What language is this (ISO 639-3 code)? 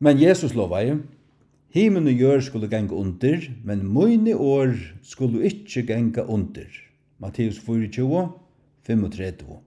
fao